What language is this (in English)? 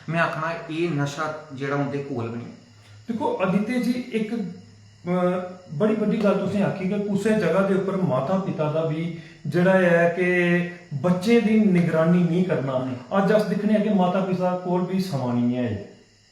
Dogri